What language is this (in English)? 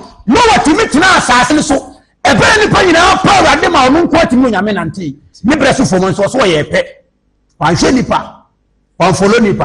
Akan